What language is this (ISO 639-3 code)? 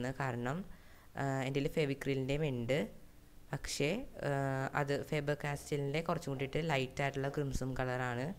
mal